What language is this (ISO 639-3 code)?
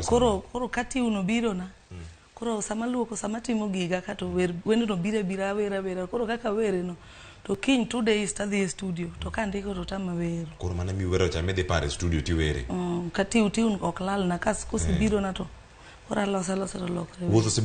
luo